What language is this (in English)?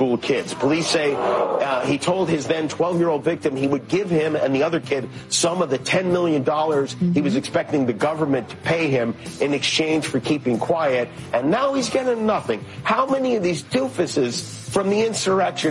English